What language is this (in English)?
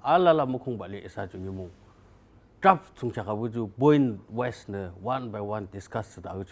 Yimchungru Naga